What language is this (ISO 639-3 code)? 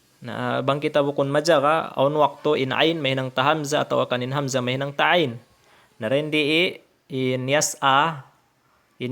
tsg